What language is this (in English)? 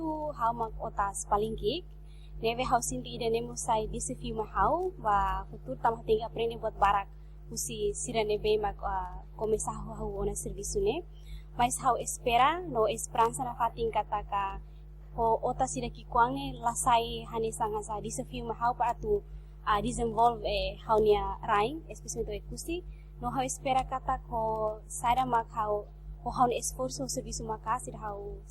Tetum